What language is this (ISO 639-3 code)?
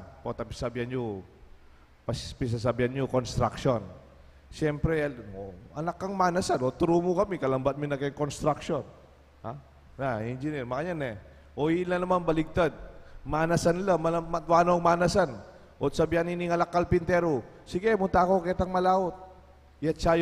pam